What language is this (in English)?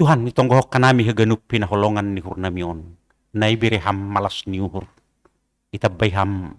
Batak Simalungun